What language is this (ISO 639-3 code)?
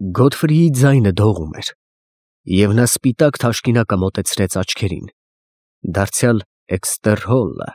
hye